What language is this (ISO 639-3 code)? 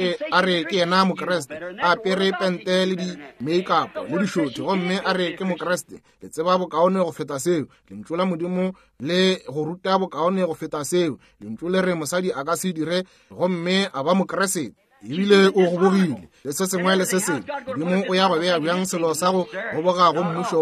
nso